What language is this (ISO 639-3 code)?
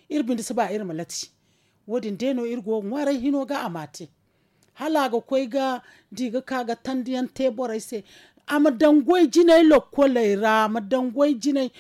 dje